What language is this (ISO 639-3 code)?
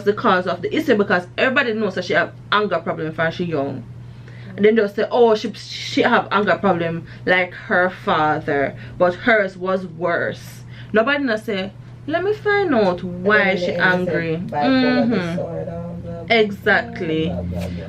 jam